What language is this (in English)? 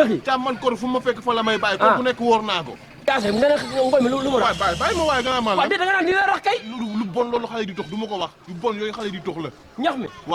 Wolof